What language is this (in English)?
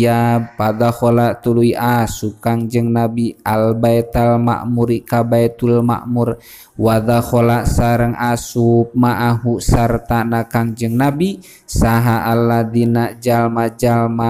Sundanese